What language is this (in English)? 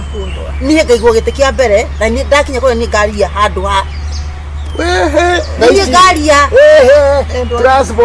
Kikuyu